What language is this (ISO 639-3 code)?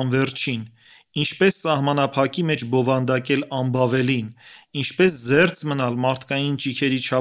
hye